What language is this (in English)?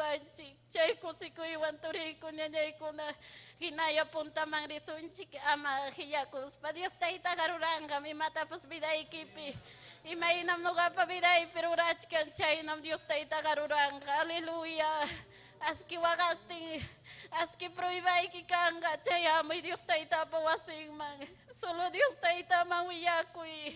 Ayacucho Quechua